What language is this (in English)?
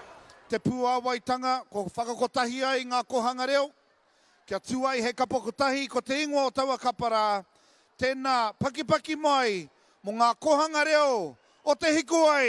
Māori